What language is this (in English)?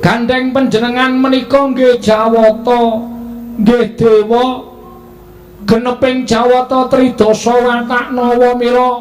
Javanese